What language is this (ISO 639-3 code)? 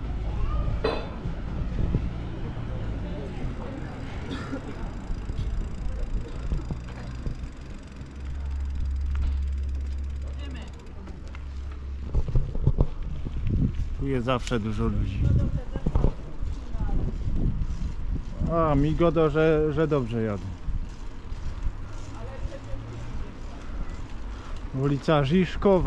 pol